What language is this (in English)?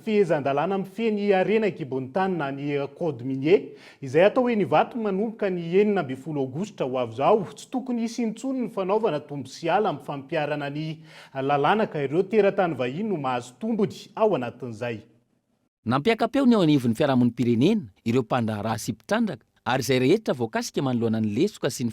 Malagasy